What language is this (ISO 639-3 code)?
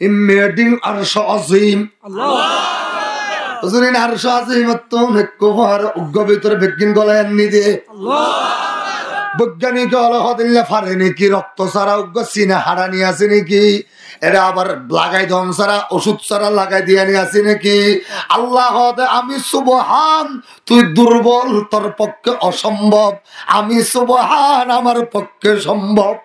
rhg